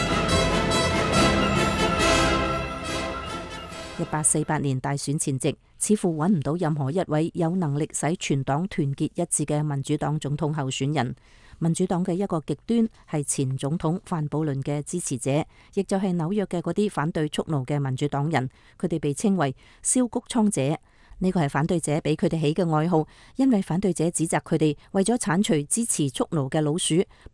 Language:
Cantonese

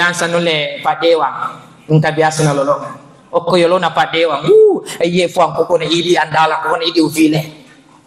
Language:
Buginese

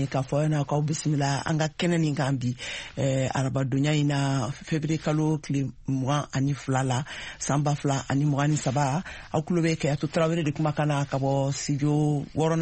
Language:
Bambara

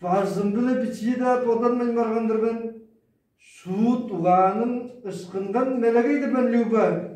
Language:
Tuvinian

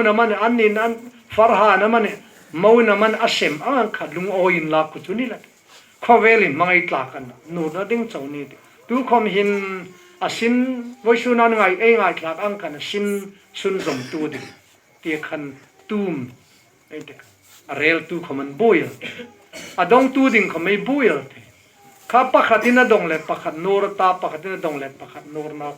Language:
Hmar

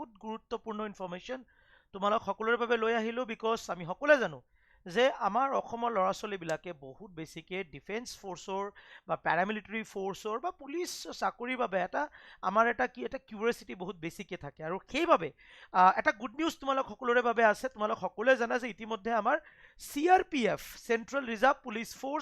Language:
Assamese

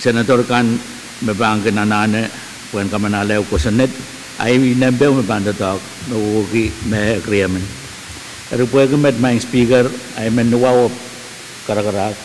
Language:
Pohnpeian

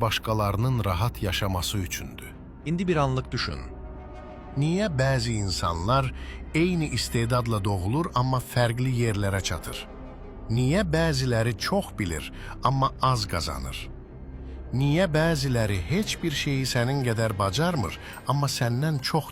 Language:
Azerbaijani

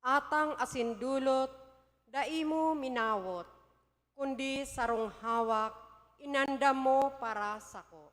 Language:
Bikol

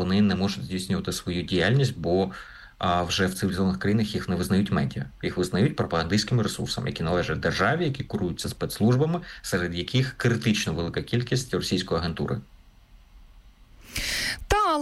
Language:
Ukrainian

